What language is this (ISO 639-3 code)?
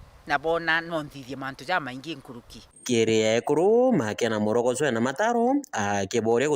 mer